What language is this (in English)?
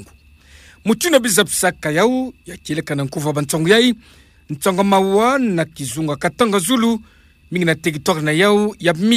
Kituba (Democratic Republic of Congo)